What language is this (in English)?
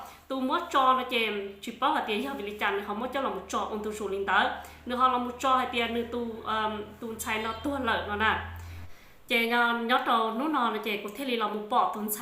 Hmong